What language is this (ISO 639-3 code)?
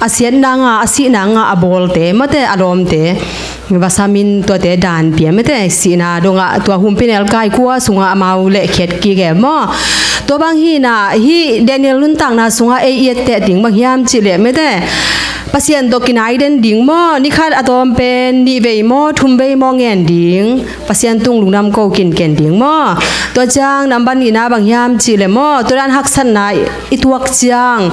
ctd